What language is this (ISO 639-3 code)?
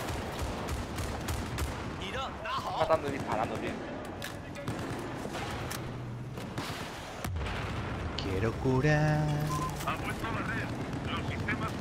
spa